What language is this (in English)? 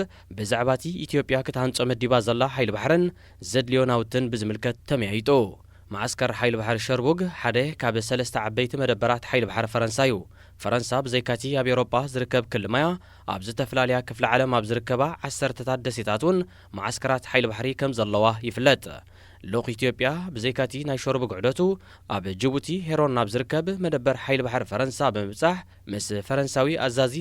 Tigrinya